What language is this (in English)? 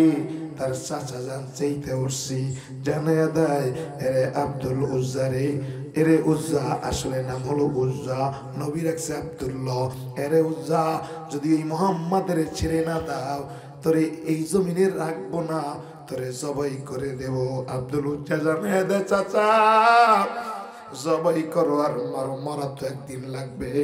Bangla